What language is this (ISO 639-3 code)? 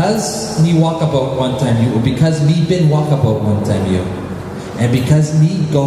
tpi